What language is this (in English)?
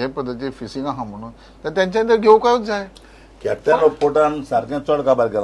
Konkani